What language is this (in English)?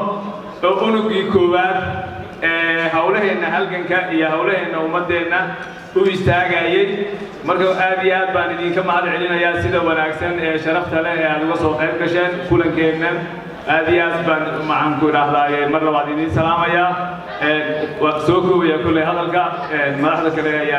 Somali